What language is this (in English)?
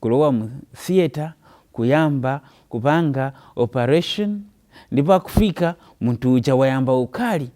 Nyanja